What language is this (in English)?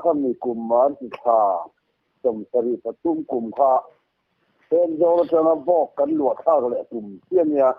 Mizo